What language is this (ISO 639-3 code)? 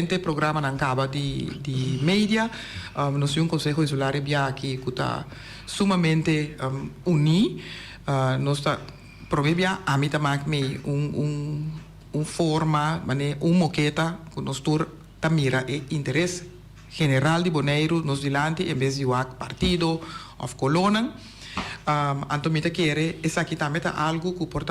pap